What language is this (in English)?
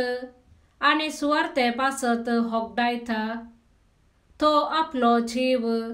Konkani